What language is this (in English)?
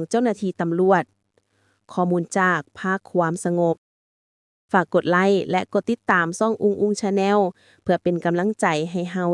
Lao